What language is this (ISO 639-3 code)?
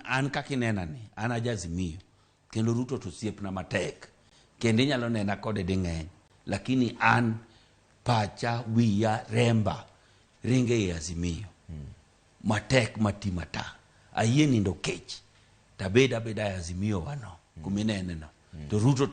luo